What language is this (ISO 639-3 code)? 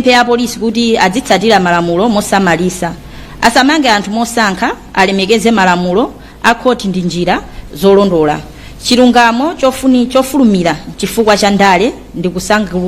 nya